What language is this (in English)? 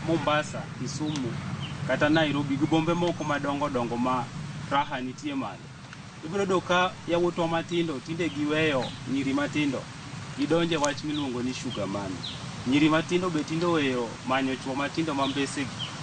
Luo (Kenya and Tanzania)